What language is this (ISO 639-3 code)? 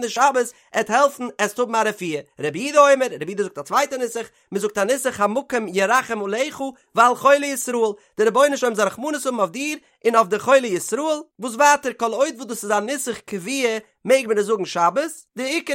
yid